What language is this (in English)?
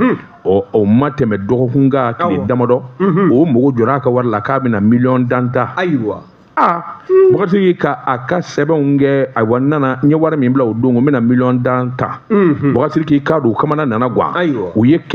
Bambara